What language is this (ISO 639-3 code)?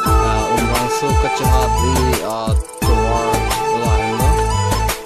mjw